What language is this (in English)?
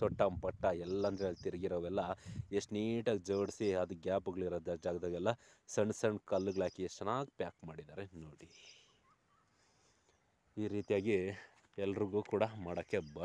Kannada